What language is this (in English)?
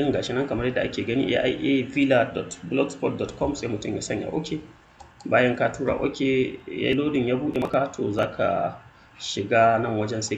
Hausa